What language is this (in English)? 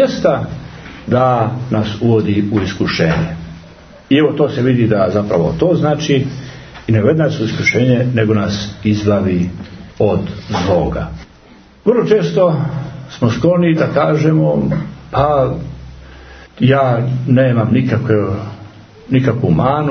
Serbian